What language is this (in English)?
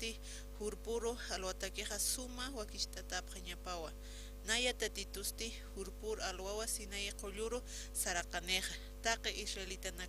Aymara